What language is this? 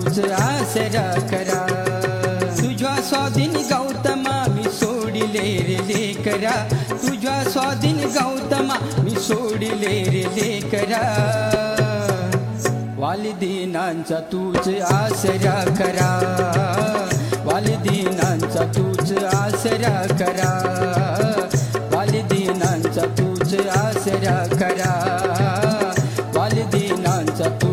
Marathi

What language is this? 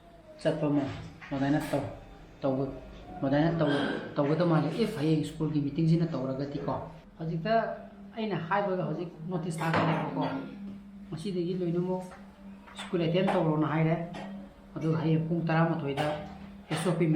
Manipuri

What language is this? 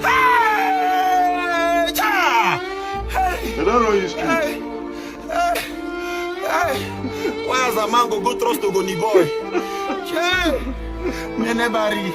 Nigerian Pidgin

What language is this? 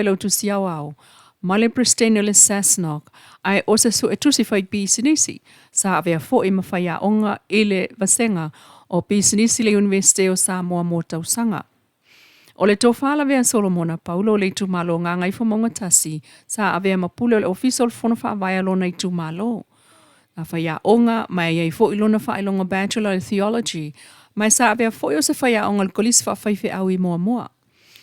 Samoan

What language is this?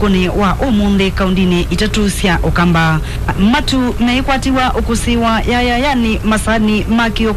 Kamba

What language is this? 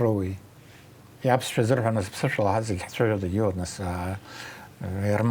Abkhazian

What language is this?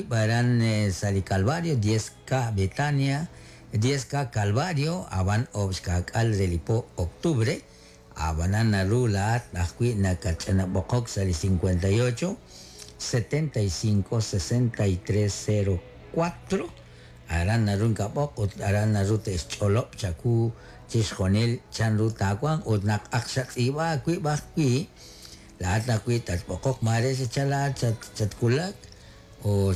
Kekchí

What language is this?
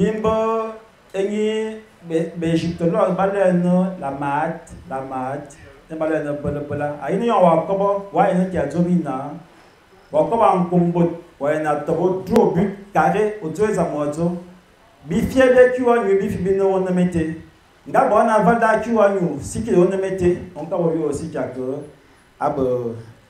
Fang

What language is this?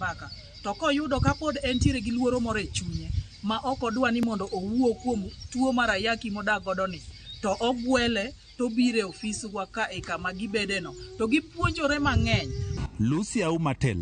Luo (Kenya and Tanzania)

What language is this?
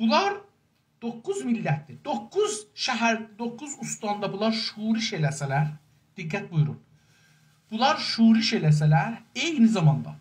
South Azerbaijani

